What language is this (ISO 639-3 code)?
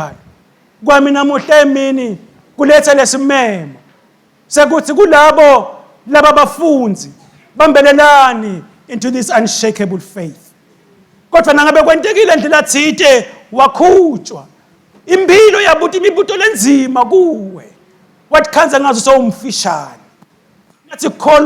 ssw